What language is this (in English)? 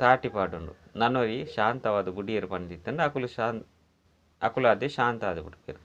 Tulu